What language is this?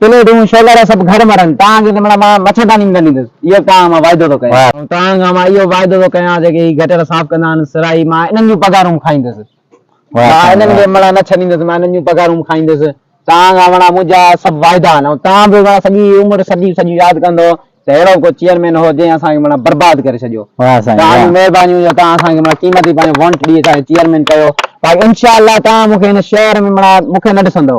Sindhi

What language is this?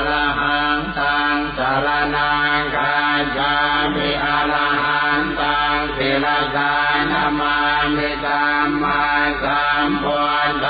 Pali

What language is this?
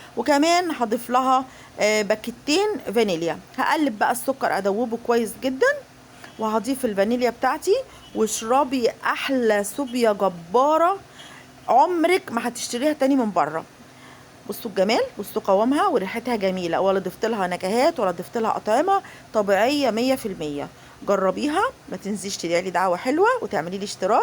Egyptian Arabic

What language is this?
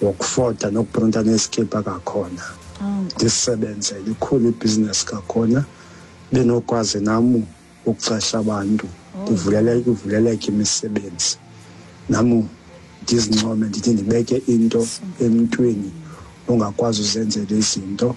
Xhosa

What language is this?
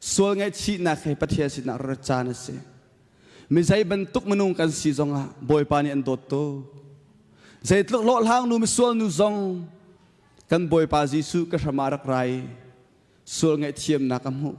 Hakha Chin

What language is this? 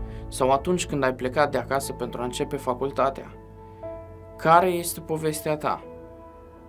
Romanian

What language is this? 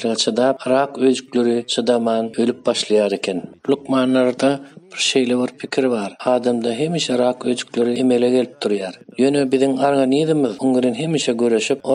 Turkmen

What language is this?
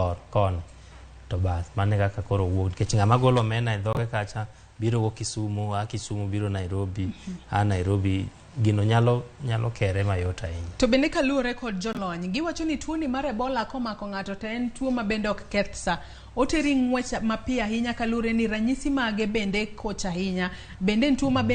Luo (Kenya and Tanzania)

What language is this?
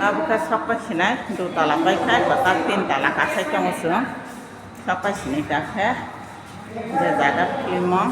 Kok Borok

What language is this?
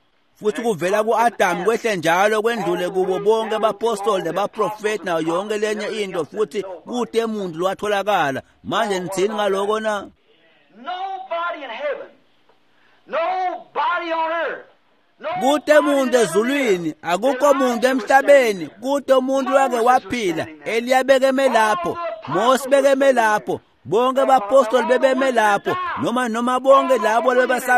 Swati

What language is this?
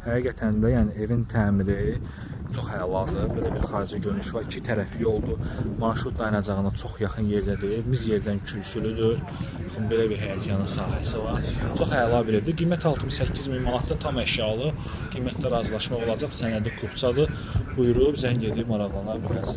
Azerbaijani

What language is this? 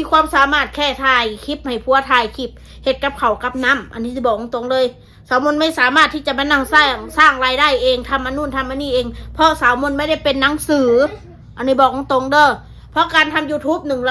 Northeastern Thai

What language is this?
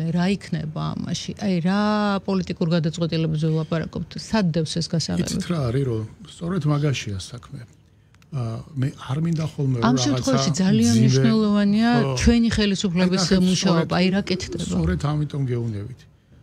Georgian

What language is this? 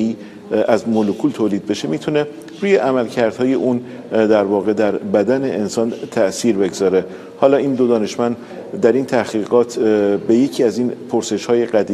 Persian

